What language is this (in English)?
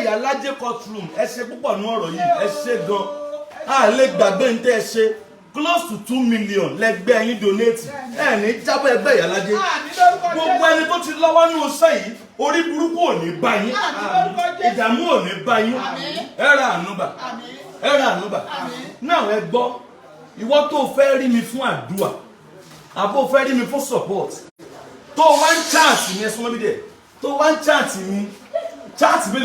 Yoruba